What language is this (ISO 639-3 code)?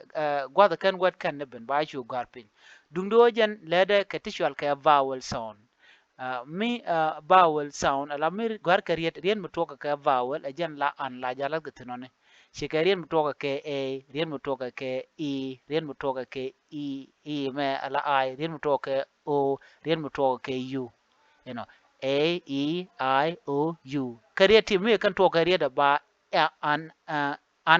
nus